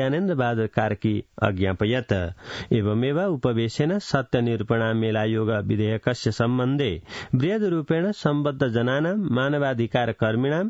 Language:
Sanskrit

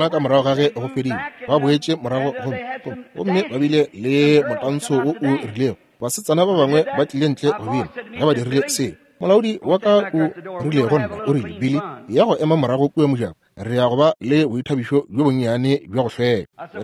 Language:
Northern Sotho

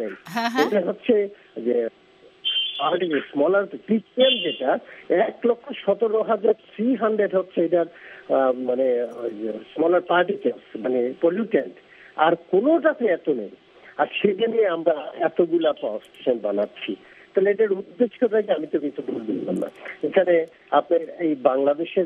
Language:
Bangla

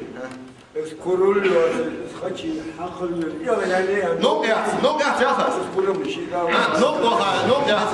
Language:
Ingush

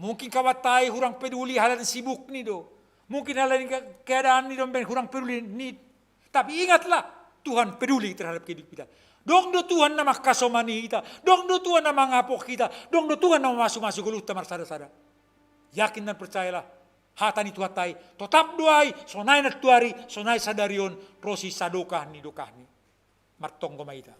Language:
Batak Simalungun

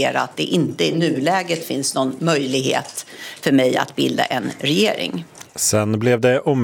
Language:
Swedish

